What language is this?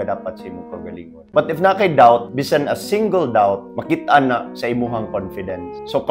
Cebuano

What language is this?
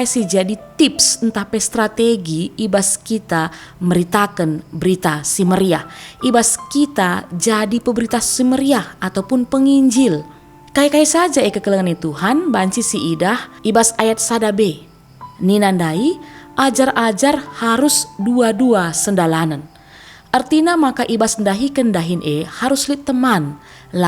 Batak Karo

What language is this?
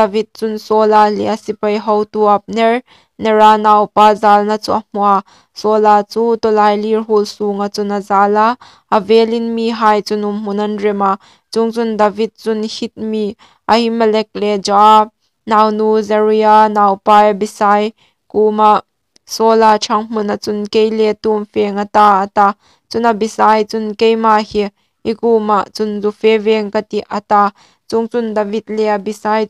Hmar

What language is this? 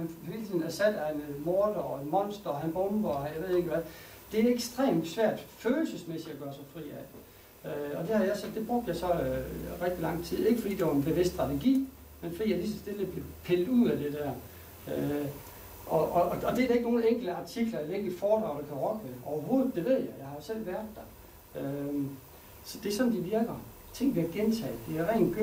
Danish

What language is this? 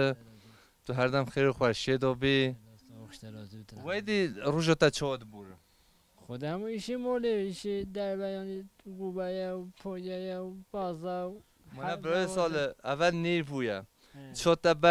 Kurdish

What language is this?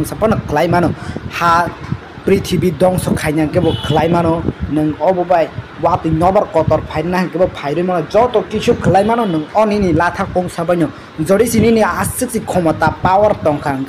Kok Borok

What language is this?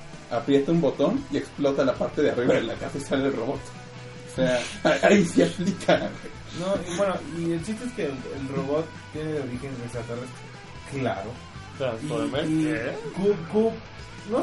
Spanish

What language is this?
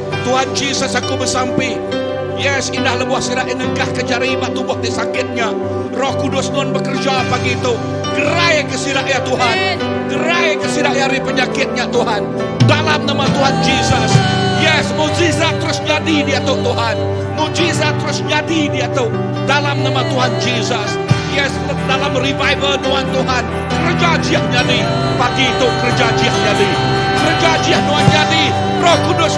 Iban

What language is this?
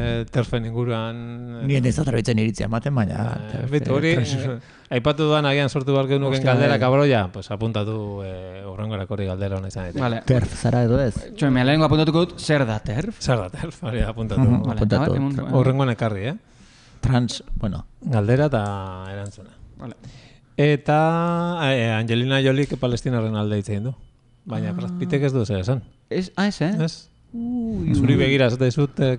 Basque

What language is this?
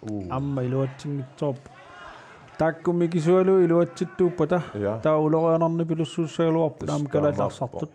Kalaallisut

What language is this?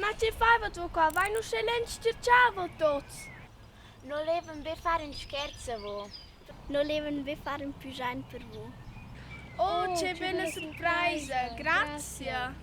Romansh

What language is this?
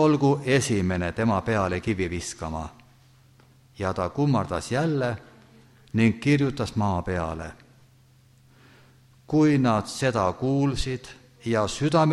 Estonian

